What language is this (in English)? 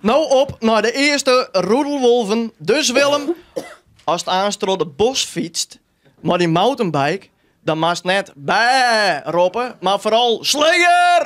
Western Frisian